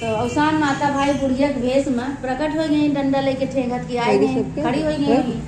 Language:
Awadhi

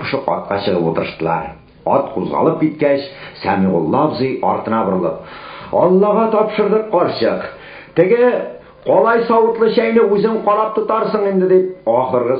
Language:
Tatar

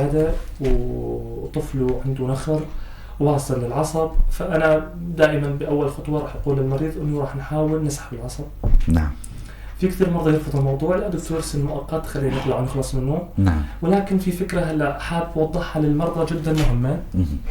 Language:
North Levantine Arabic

